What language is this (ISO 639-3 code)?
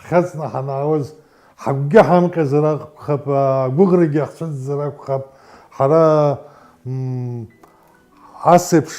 abk